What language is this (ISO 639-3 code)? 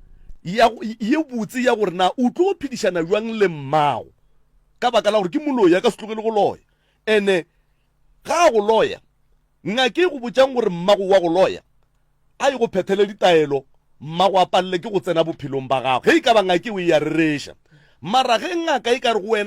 nso